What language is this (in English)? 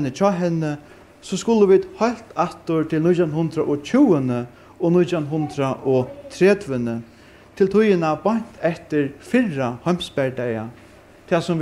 Faroese